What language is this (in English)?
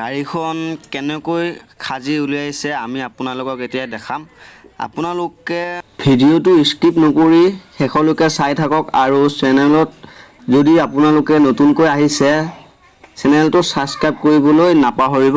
Assamese